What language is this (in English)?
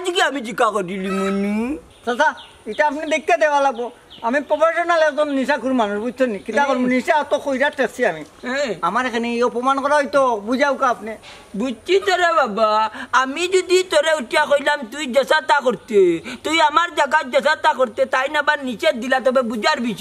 Sylheti